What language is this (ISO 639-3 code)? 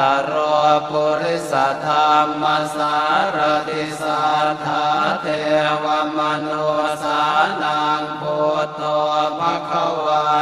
pli